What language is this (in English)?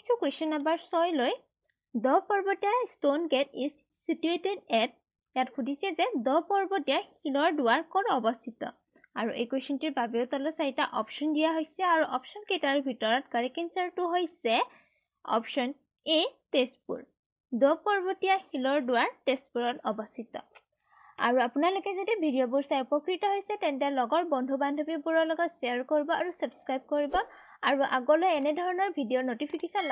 Assamese